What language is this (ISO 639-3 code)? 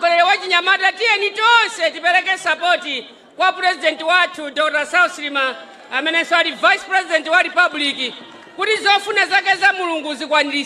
nya